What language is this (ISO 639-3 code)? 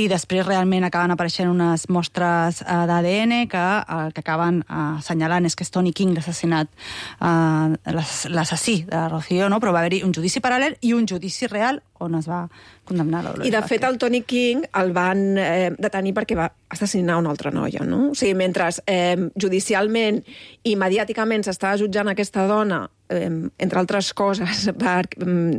cat